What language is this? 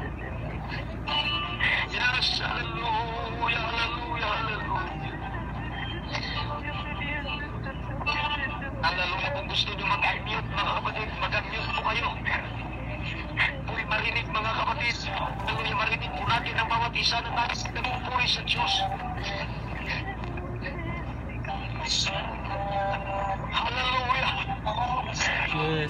Filipino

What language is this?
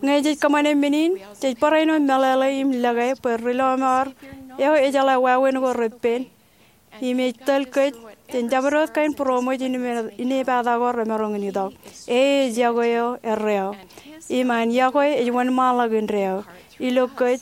Marshallese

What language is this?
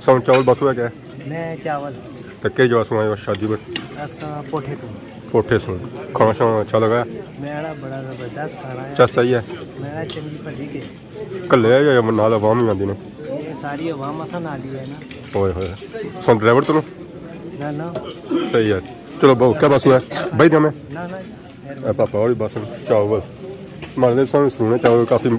Pahari-Potwari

